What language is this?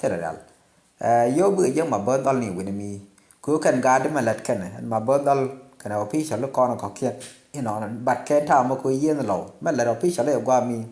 Nuer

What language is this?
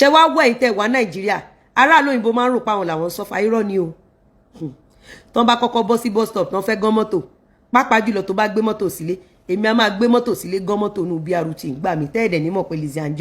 Yoruba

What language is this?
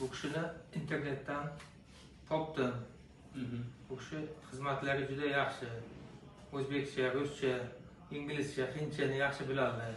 Uzbek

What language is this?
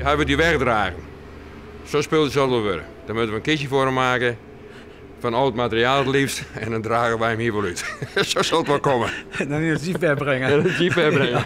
Western Frisian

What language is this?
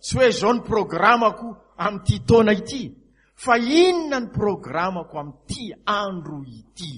Malagasy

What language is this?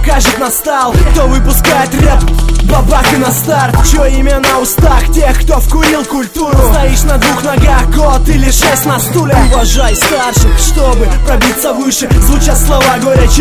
Russian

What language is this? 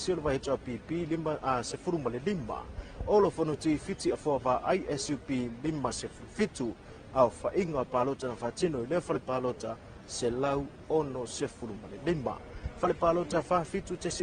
Samoan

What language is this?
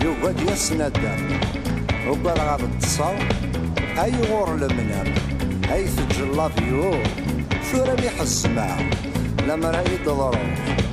Kabyle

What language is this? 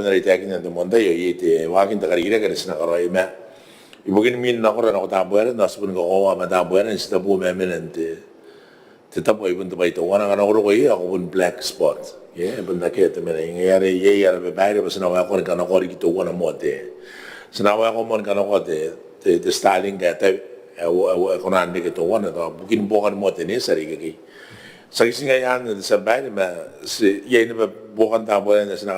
Gilbertese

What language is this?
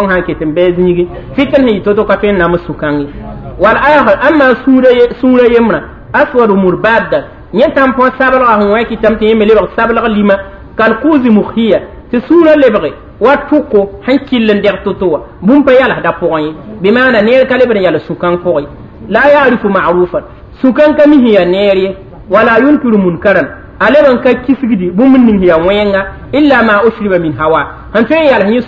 Mossi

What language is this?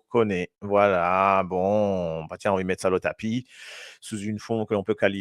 Morisyen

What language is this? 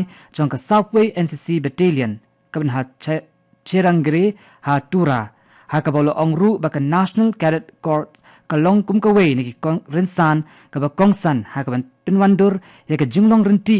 Khasi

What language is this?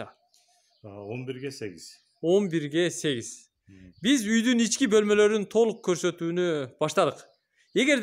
Kyrgyz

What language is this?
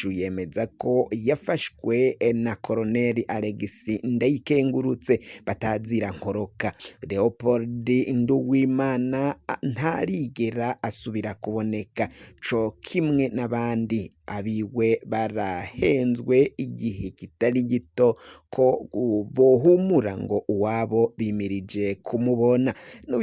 Rundi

